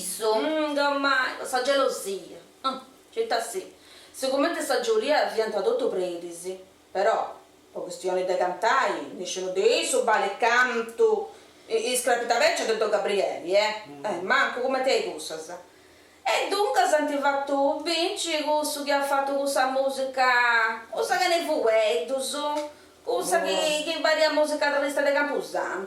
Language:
Sardinian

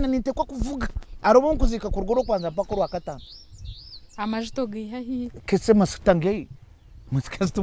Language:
Nyankole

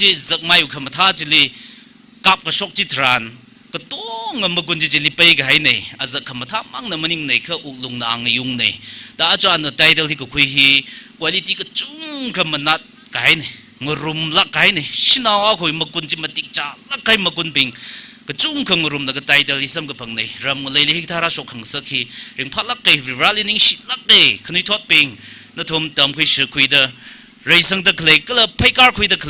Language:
Tangkhul Naga (India)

